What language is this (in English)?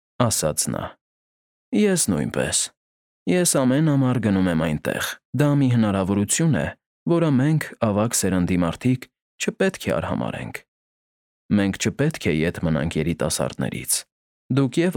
Armenian